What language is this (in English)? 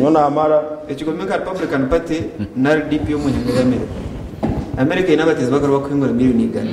Nyankole